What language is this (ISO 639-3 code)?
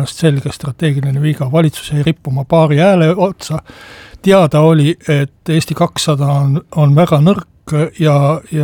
est